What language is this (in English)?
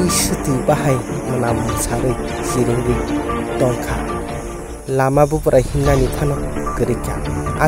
Kok Borok